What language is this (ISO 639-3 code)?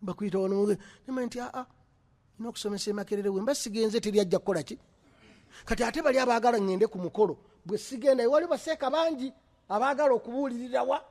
lug